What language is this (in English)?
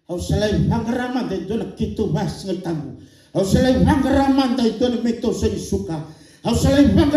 Fijian